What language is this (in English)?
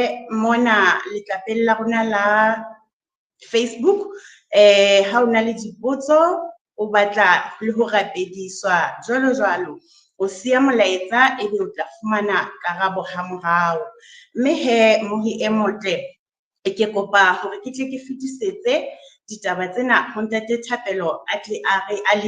Southern Sotho